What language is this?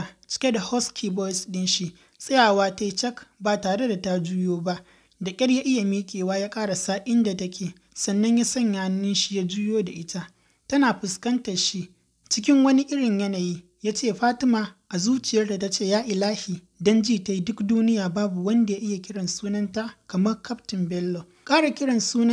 Hausa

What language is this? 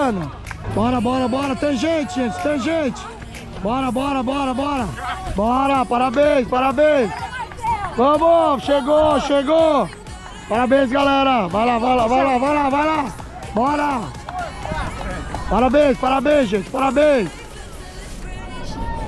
Portuguese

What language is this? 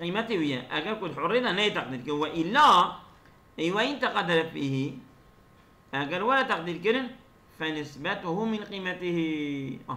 Kurdish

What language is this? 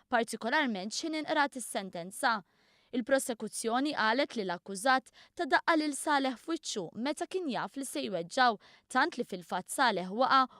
Maltese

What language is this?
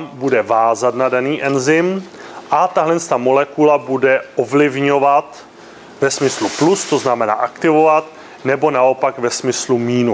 Czech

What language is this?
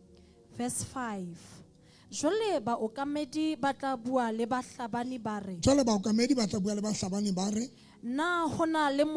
Southern Sotho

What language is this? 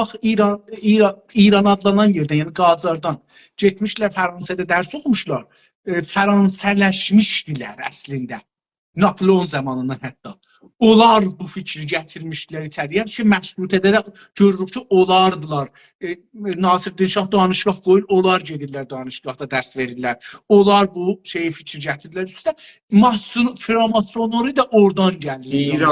South Azerbaijani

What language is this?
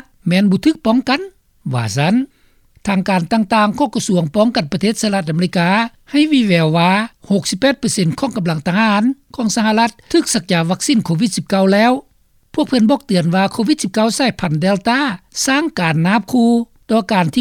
Lao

